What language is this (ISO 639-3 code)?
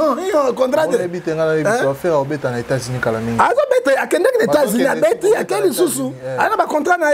lin